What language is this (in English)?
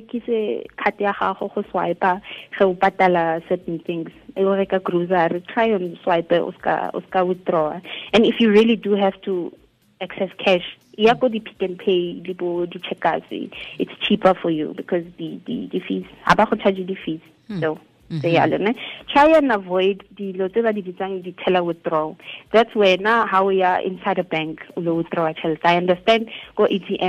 Tswana